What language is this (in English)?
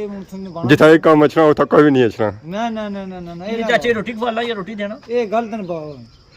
Pahari-Potwari